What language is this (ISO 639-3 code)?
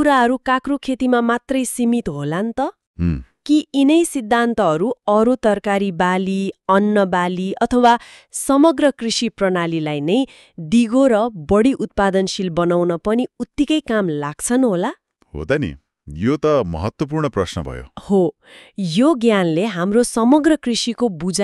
nep